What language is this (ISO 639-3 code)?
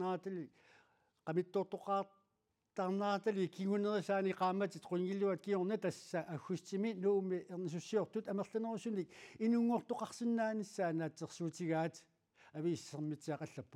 kal